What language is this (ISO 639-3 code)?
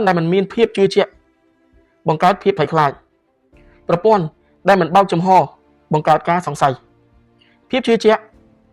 khm